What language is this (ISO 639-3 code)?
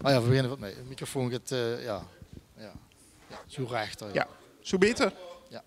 lim